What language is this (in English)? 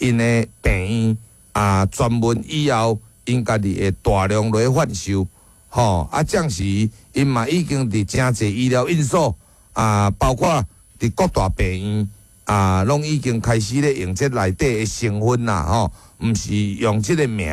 Min Nan Chinese